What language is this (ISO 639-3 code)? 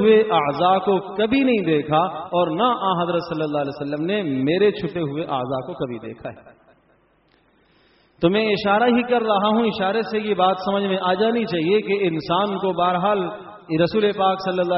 urd